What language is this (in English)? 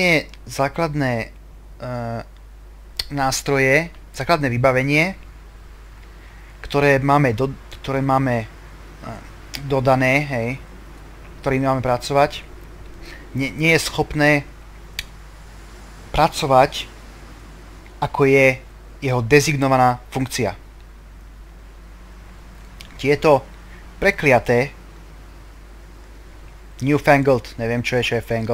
Slovak